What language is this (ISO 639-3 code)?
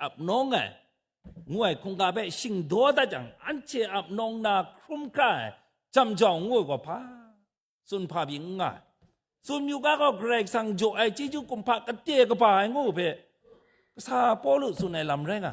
kac